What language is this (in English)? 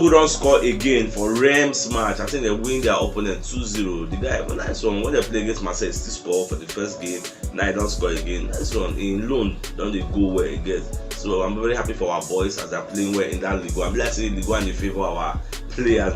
Nigerian Pidgin